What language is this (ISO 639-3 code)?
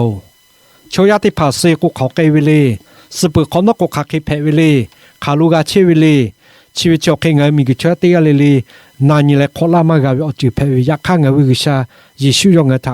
lhu